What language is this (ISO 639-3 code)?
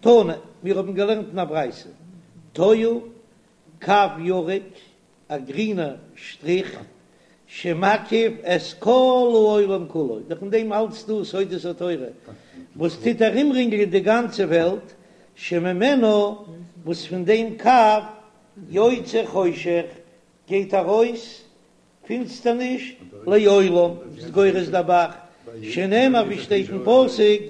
yid